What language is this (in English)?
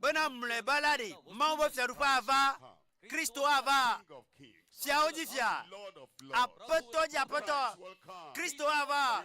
Ewe